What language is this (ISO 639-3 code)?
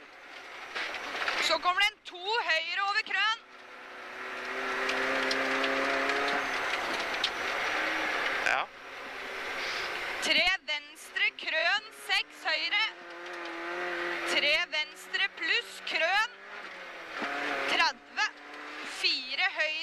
nor